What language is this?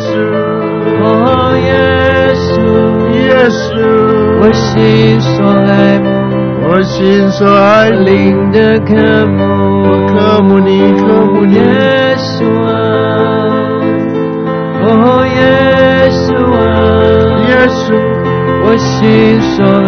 Chinese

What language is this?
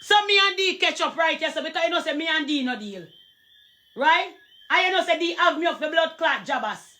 Jamaican Creole English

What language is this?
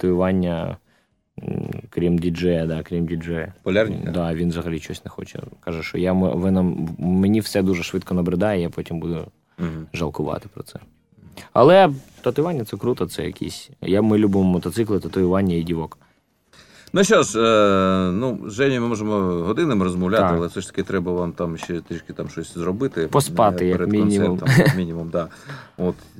Ukrainian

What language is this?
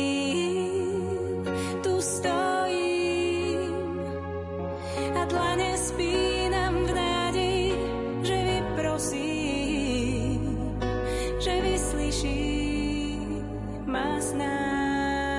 Slovak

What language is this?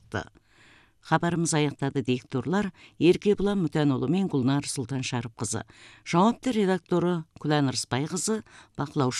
Kazakh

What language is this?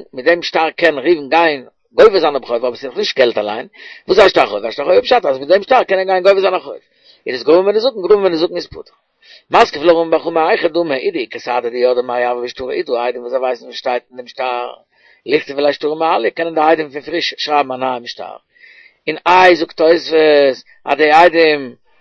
Yiddish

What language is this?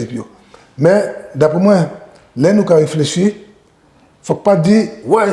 Guadeloupean Creole French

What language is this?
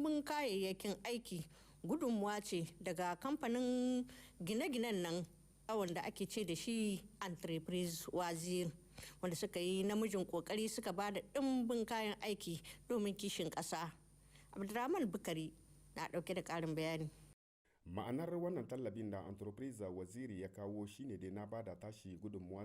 Hausa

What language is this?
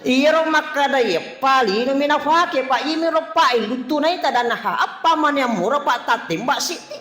Buginese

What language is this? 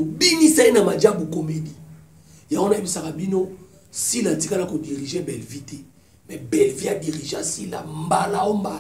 Lingala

